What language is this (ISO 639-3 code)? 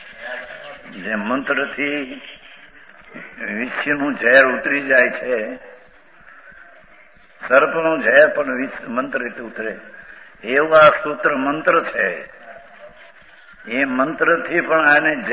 guj